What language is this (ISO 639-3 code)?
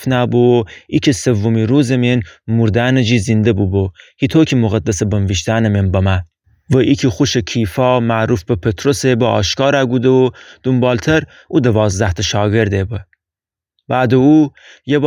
glk